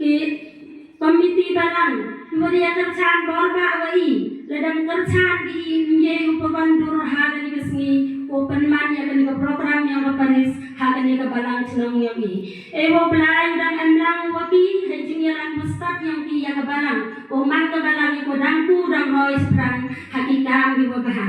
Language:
Khasi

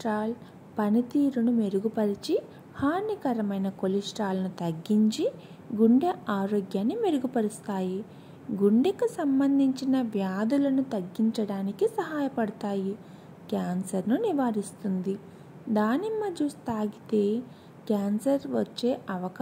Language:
Telugu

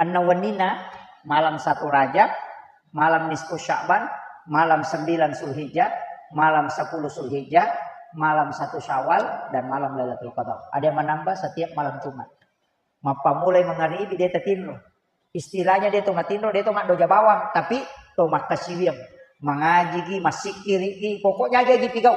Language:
Buginese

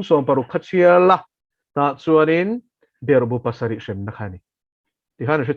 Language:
Mizo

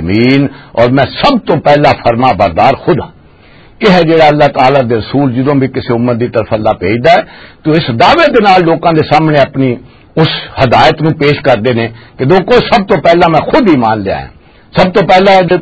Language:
Western Panjabi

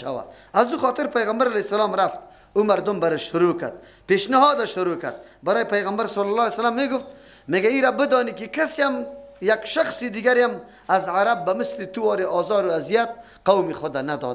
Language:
Persian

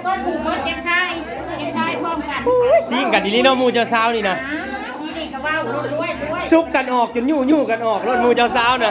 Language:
Northeastern Thai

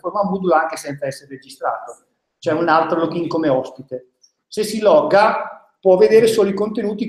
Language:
Italian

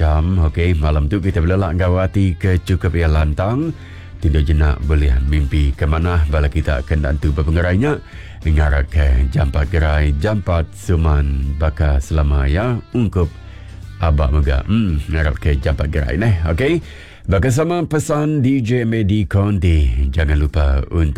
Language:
Iban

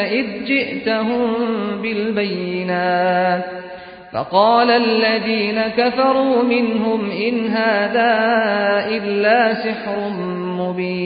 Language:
Arabic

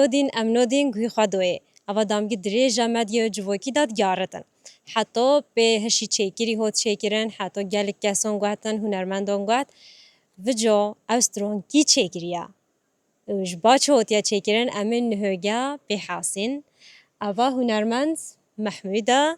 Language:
Kurdish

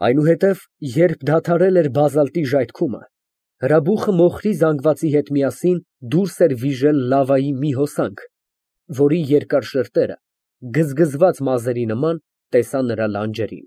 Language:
Armenian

